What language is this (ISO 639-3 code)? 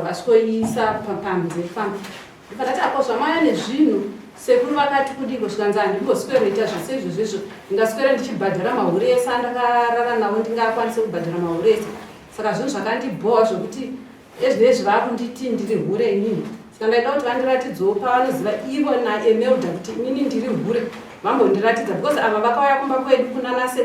sna